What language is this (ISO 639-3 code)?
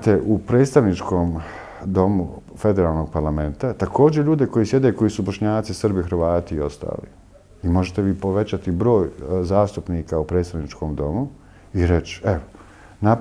bos